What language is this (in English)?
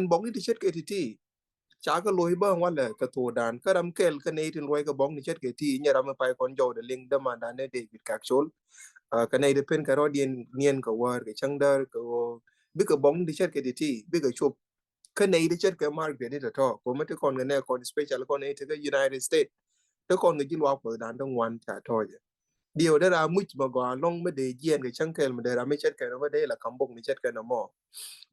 Nuer